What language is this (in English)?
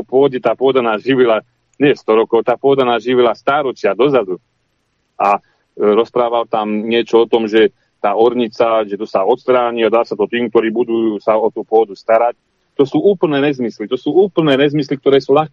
Slovak